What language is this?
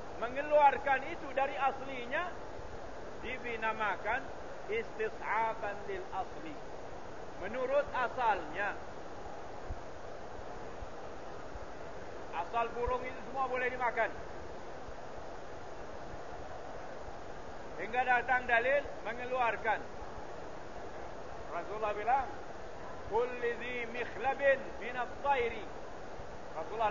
Malay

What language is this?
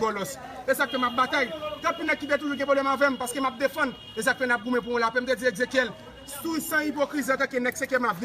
Haitian Creole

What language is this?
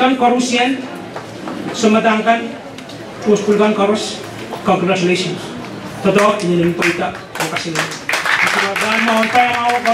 Pohnpeian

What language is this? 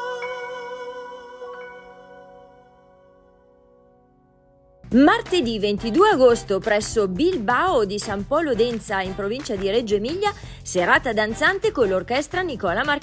Italian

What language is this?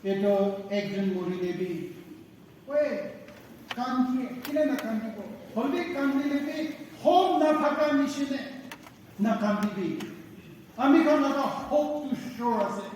Naga Pidgin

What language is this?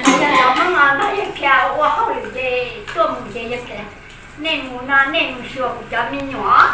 Hmong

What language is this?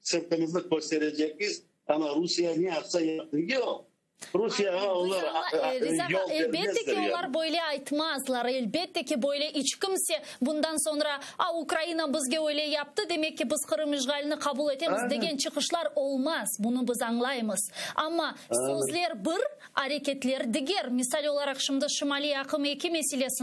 Crimean Tatar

